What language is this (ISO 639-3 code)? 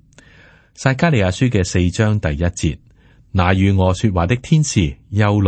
yue